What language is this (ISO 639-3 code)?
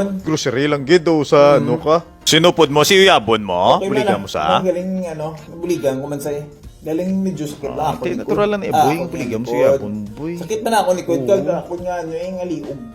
hil